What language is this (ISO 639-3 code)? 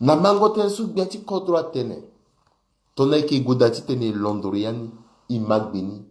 sag